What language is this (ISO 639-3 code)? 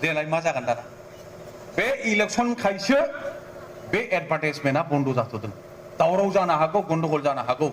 brx